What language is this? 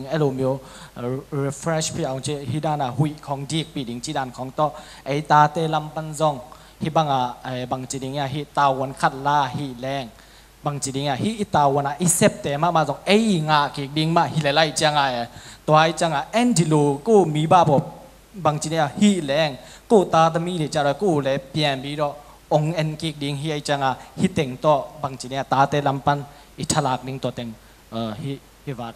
Tedim Chin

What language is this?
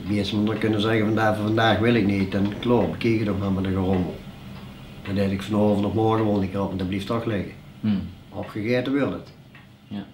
Limburgish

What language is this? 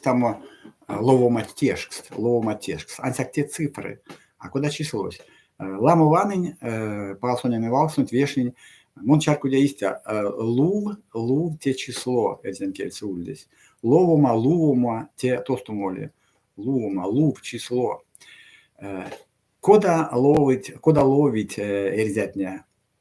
Erzya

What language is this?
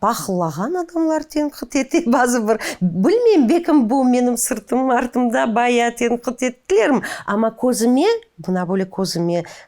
Crimean Tatar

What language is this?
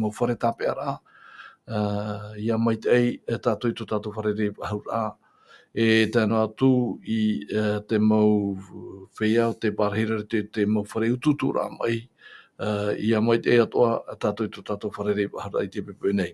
Tahitian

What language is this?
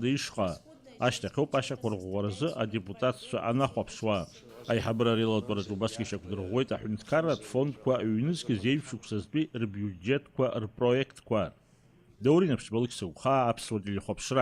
Abkhazian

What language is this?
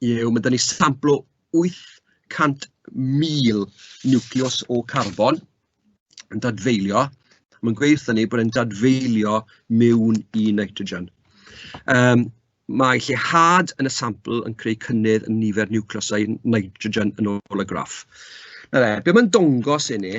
Welsh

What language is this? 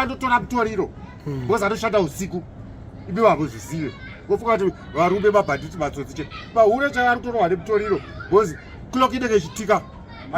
Shona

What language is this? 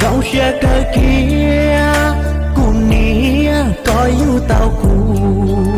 Hmong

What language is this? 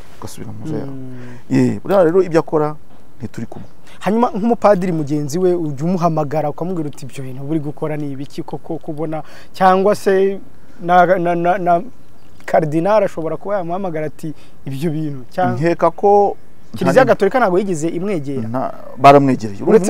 Kinyarwanda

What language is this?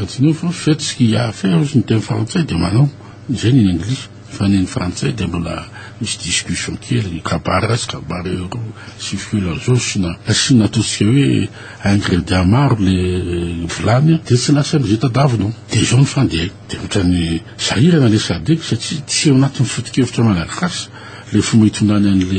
Malagasy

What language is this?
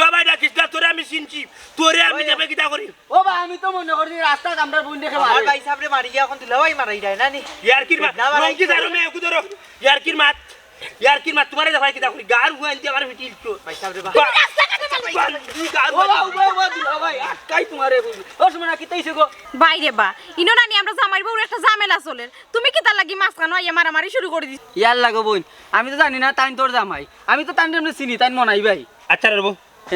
Sylheti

